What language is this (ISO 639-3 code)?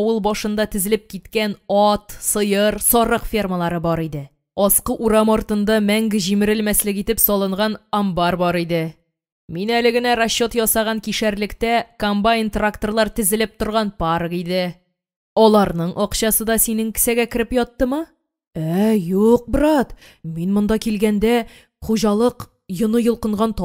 tat